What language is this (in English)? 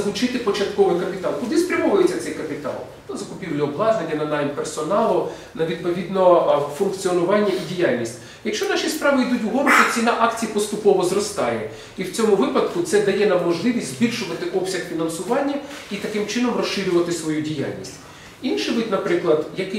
Ukrainian